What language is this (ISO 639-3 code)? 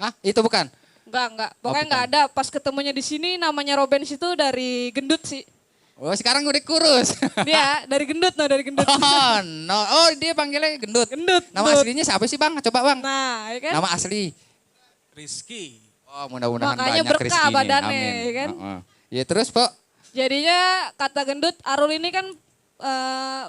bew